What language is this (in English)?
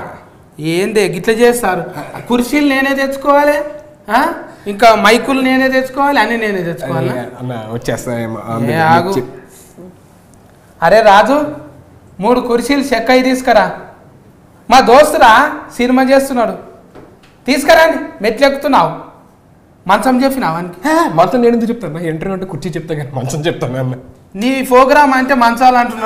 Telugu